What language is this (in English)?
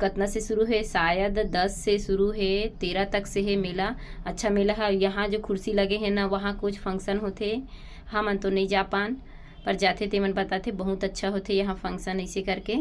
Chhattisgarhi